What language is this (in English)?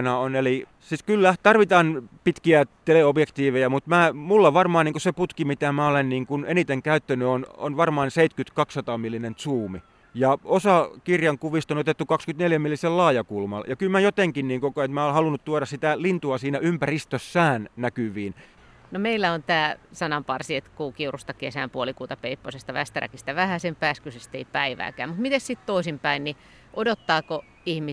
Finnish